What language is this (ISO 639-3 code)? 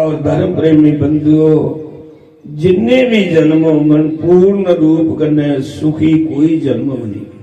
doi